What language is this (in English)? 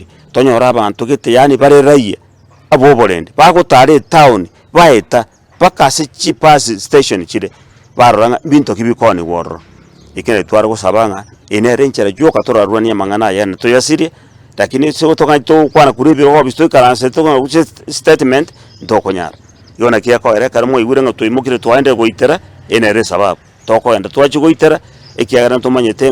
Gusii